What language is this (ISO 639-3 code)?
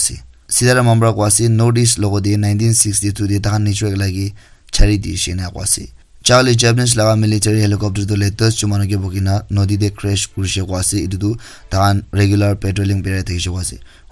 nag